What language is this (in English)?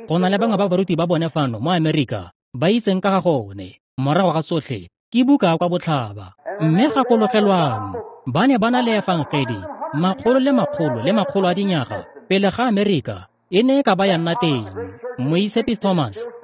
Tswana